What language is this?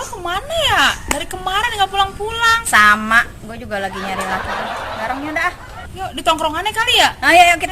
Betawi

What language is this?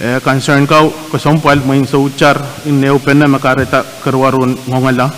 Pohnpeian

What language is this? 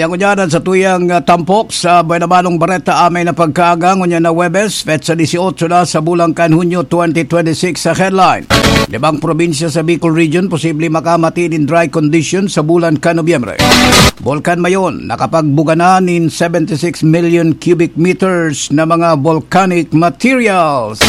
Bikol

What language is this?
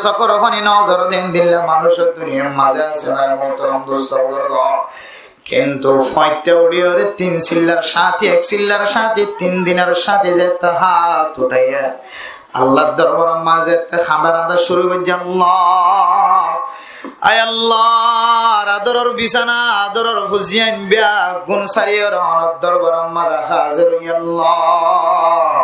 Rohingya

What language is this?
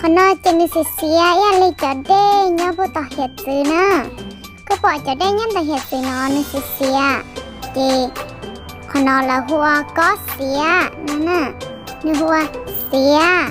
Hmong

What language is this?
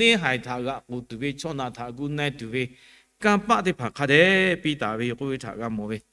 Lahu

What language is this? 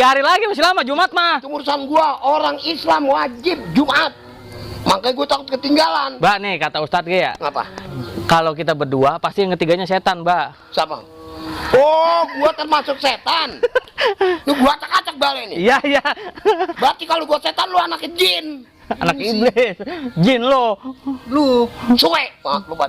Betawi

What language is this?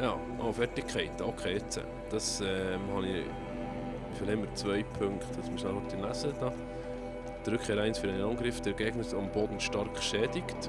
Swiss German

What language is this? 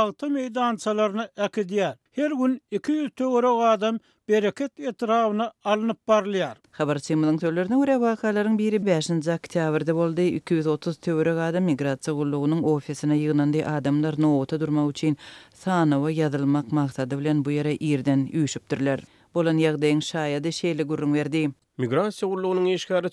Turkmen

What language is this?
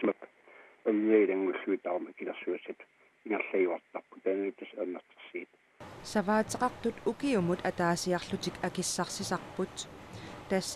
Kalaallisut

